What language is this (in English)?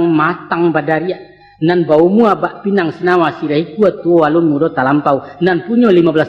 Minangkabau